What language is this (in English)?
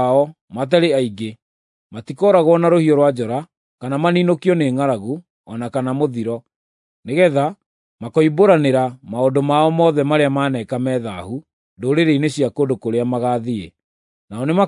Kikuyu